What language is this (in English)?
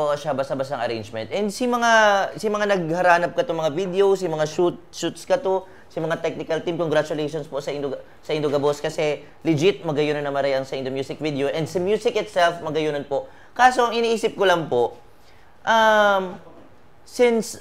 Bikol